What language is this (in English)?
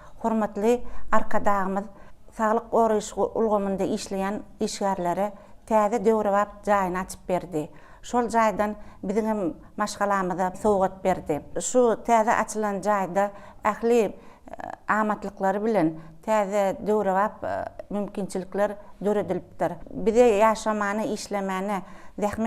Turkmen